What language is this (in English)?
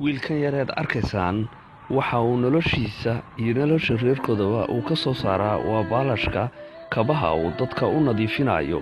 Somali